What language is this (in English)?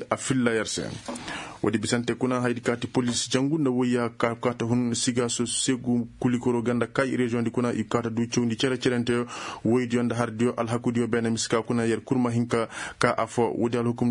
Koyraboro Senni